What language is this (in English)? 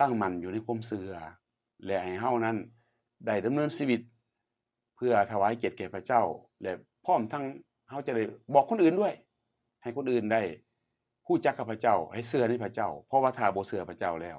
Lao